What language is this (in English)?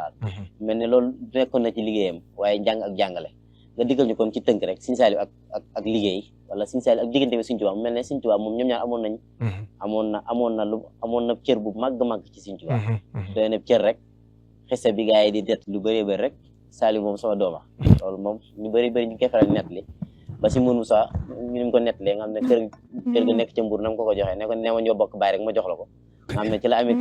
Wolof